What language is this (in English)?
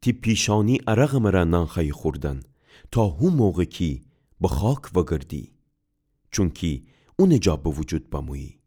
Gilaki